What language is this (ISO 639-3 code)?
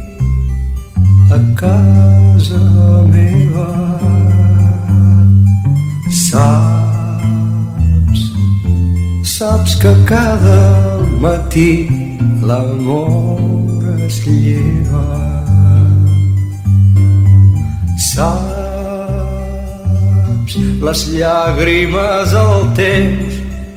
cat